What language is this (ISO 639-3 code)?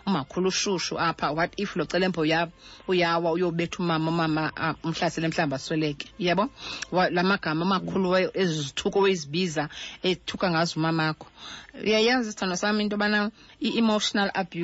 xho